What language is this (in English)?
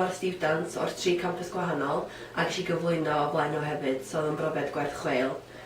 Welsh